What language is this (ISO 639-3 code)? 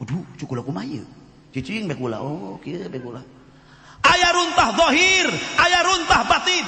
sun